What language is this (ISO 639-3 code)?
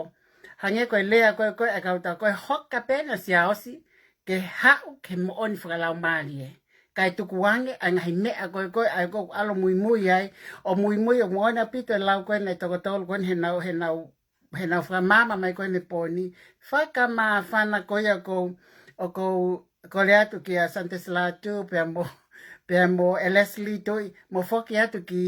ton